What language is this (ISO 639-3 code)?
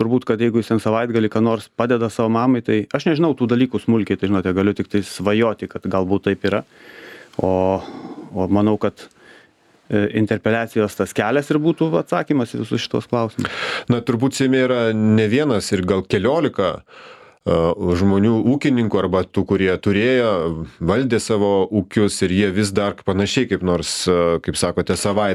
lit